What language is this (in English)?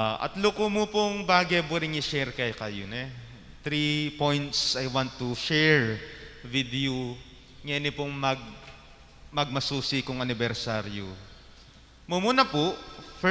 Pampanga